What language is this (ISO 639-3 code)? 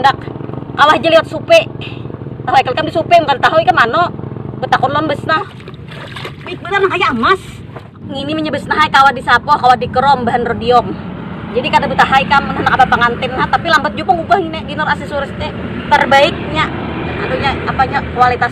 bjn